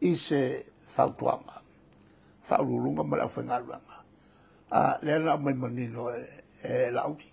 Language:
Samoan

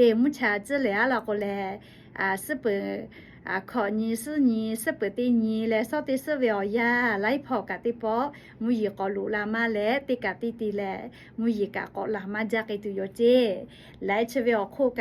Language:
Lahu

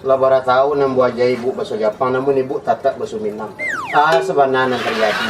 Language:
Minangkabau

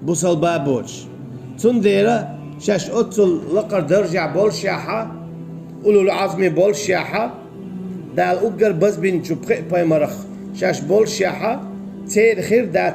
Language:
Chechen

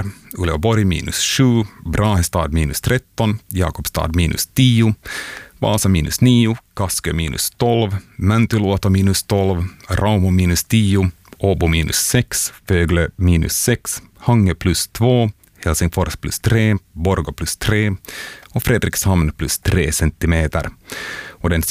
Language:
Swedish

